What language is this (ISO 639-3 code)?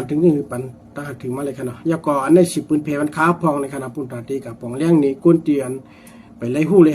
shn